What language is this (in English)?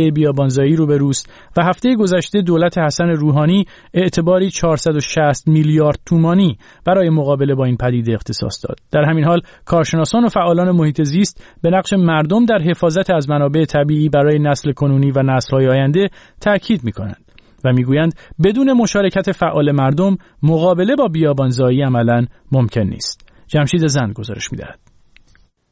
Persian